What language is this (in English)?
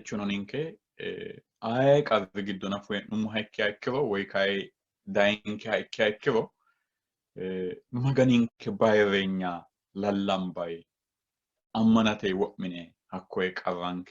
Sidamo